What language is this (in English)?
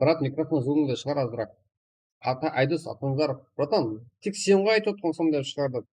Kara-Kalpak